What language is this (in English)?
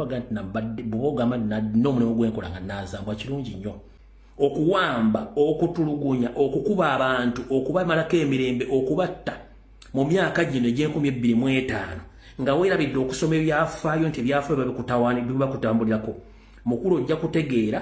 Ganda